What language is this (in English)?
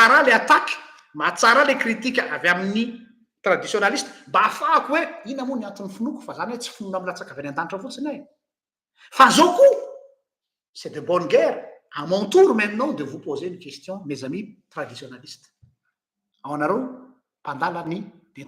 Malagasy